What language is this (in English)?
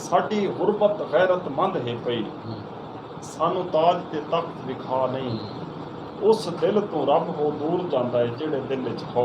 Saraiki